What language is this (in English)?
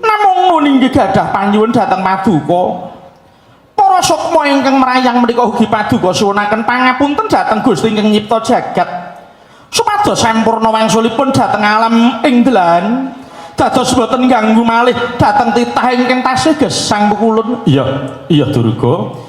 Javanese